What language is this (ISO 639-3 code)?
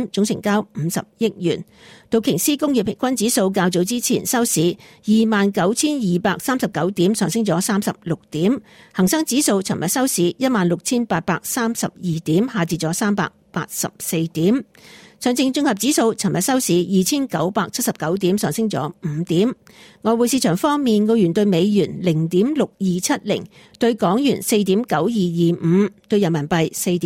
yue